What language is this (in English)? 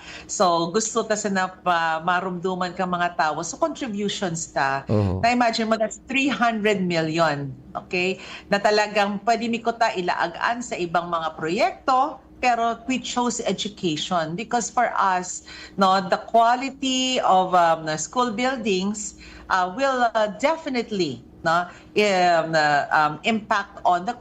Bikol